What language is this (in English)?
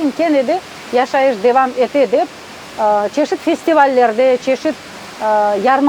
Crimean Tatar